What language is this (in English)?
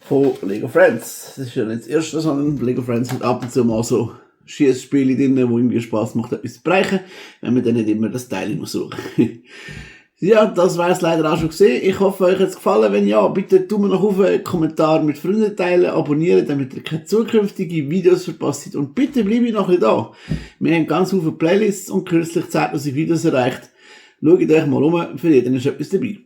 Swiss German